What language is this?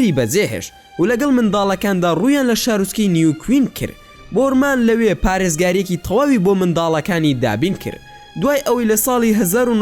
Central Kurdish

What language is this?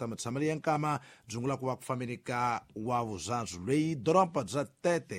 Tsonga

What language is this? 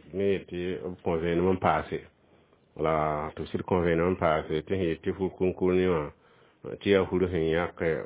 Mossi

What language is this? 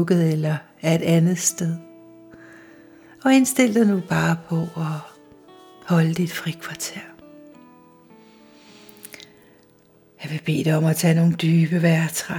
Danish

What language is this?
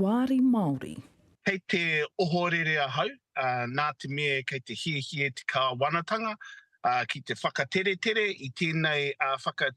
Māori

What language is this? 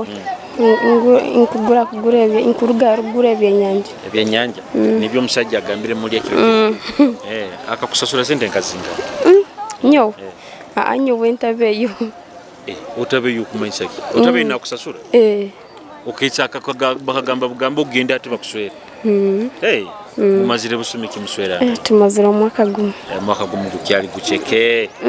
Nyoro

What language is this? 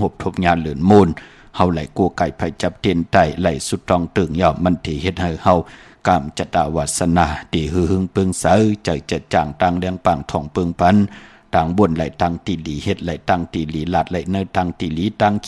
Shan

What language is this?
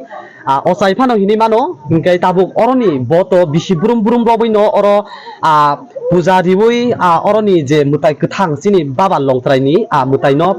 Kok Borok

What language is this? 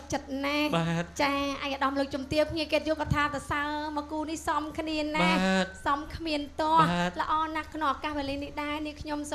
Khmer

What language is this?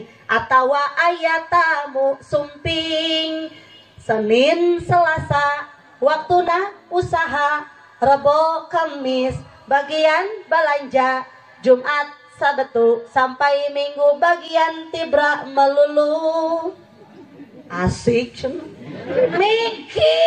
Sundanese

